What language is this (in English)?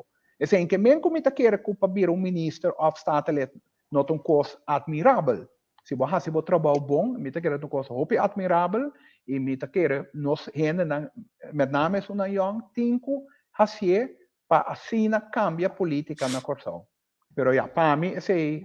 Papiamento